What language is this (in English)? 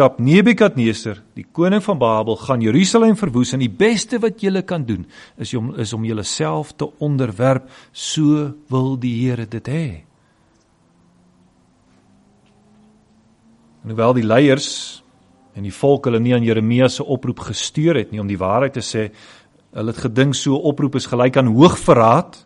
Afrikaans